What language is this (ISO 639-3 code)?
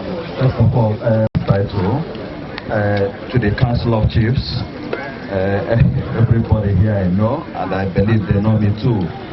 ibo